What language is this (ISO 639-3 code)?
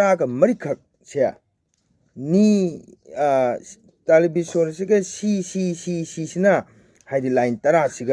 mni